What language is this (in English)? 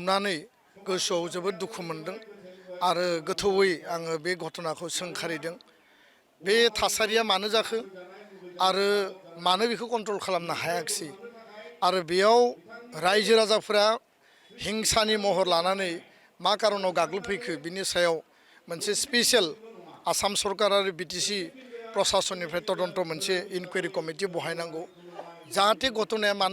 Bodo